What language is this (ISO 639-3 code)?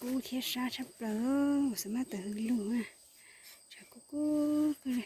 hmn